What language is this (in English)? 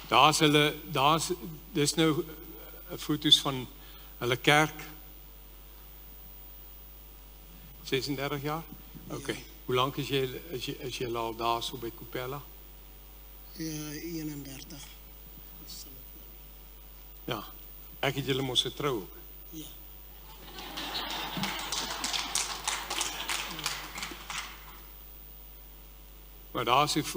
Afrikaans